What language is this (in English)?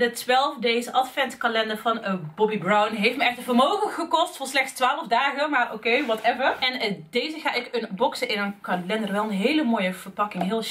Dutch